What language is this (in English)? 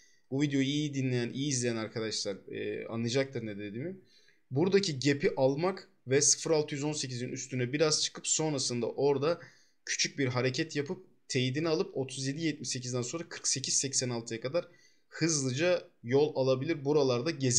Turkish